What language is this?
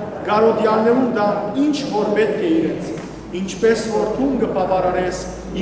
Western Armenian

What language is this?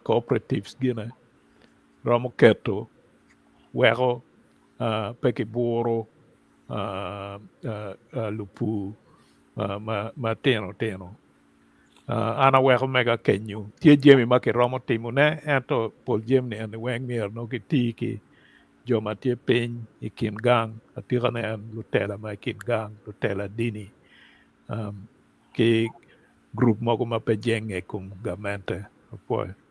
Acoli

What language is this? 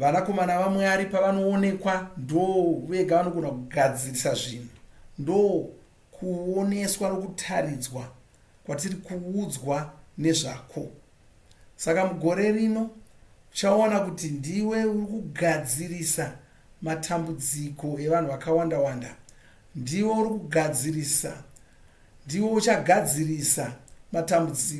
Shona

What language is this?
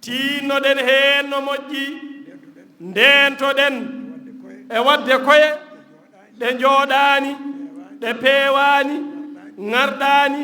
Fula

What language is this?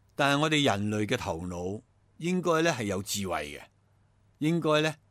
Cantonese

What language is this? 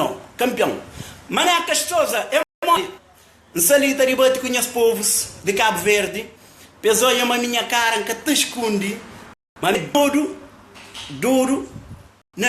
Kabuverdianu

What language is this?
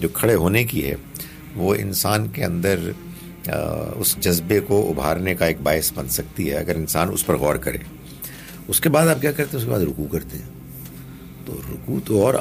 Urdu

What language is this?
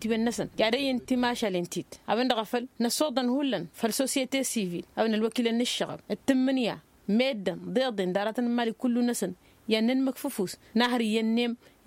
Tamasheq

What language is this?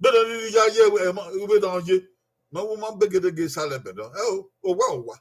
Bini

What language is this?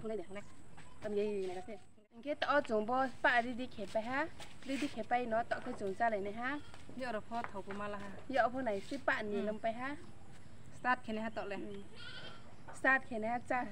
Riang (India)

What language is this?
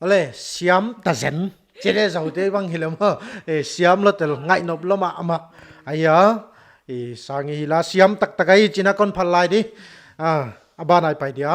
Paite Chin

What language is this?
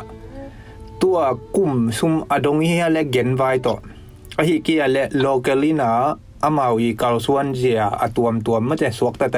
Tedim Chin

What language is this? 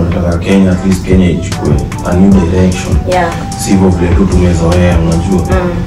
Swahili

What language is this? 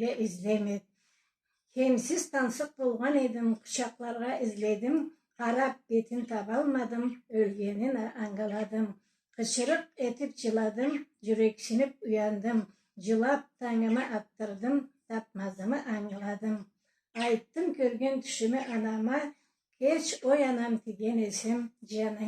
Karachay-Balkar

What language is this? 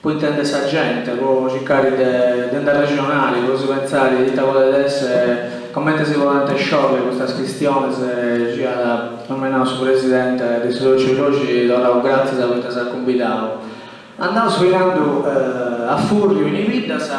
Sardinian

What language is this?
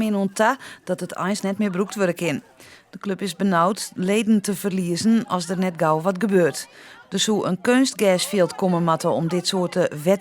Western Frisian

